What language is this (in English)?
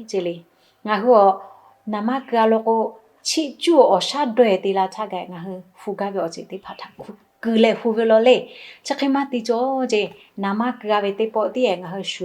Lahu